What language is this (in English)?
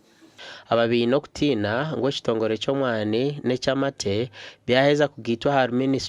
Nyankole